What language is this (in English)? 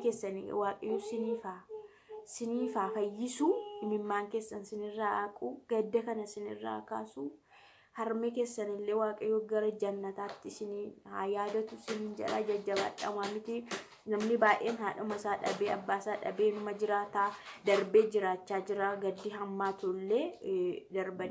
Oromo